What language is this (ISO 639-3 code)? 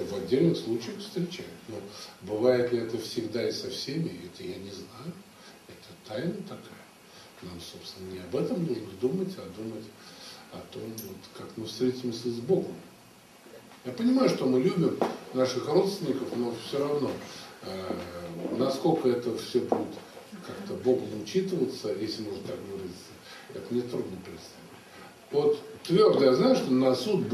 rus